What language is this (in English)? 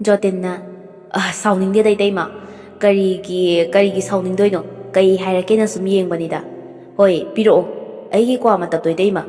Manipuri